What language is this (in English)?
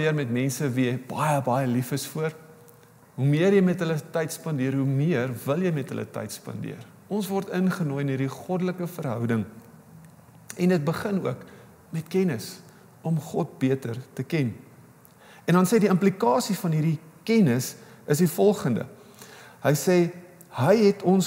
Afrikaans